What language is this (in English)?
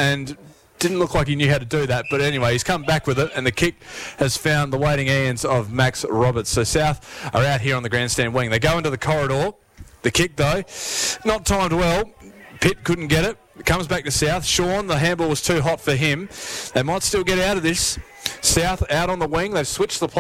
English